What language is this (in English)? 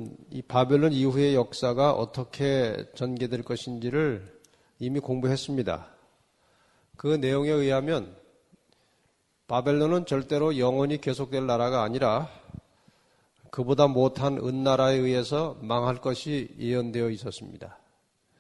Korean